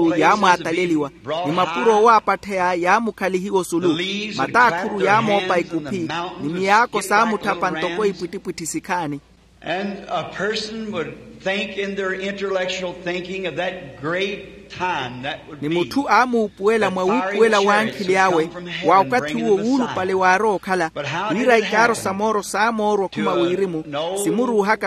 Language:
Makhuwa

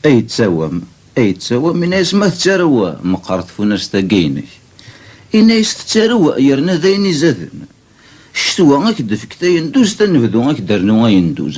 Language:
Kabyle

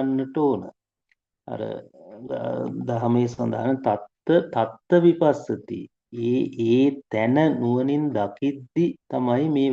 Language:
Sinhala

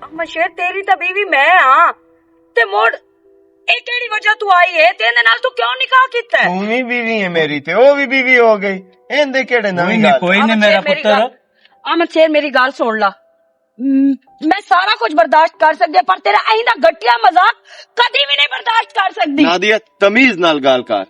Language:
Western Panjabi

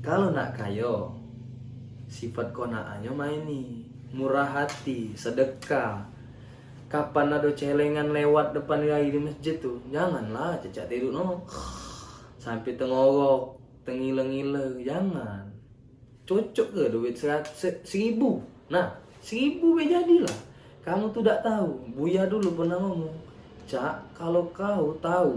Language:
Musi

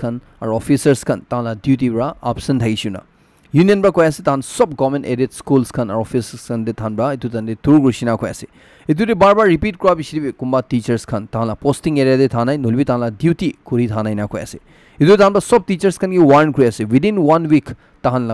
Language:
Naga Pidgin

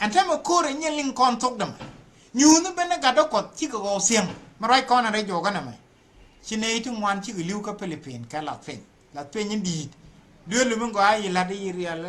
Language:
Nuer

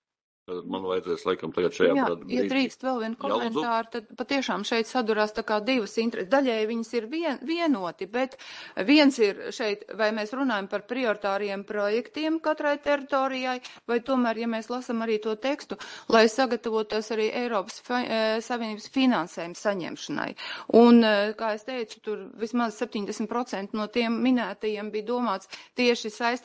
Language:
Latvian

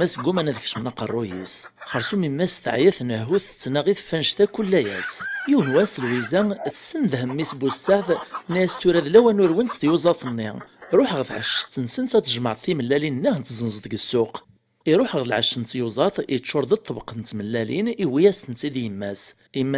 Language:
Kabyle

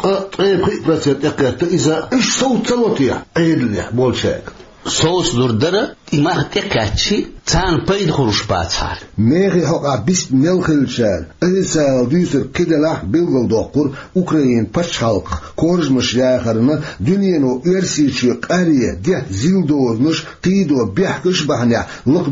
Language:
Chechen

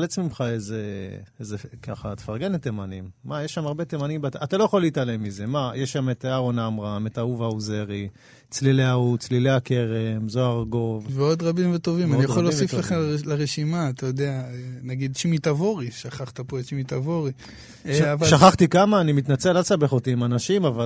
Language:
Hebrew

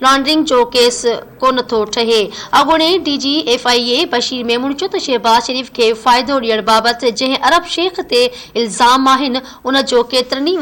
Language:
Sindhi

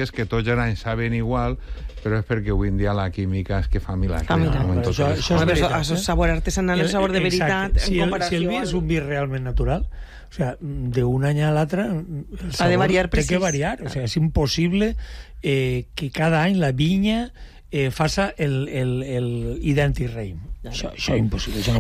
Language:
Catalan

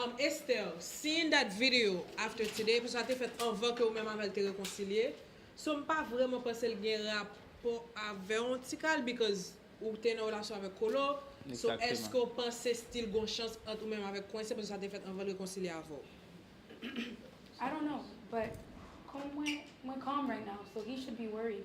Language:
Haitian Creole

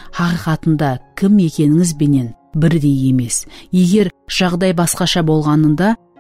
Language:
Kara-Kalpak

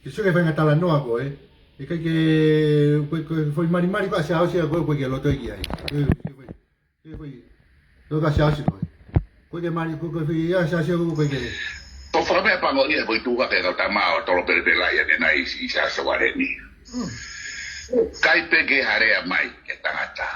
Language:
Tongan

